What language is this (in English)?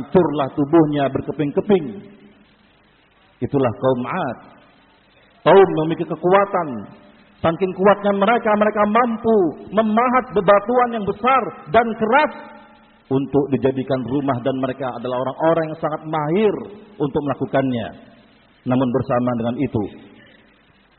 Indonesian